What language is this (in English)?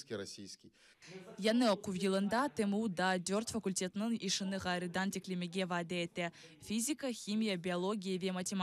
Crimean Tatar